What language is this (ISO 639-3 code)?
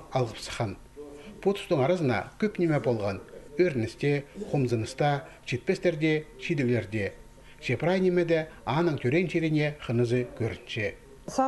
kjh